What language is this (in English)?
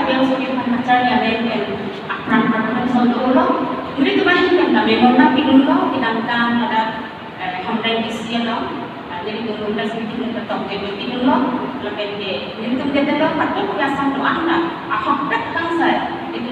Karbi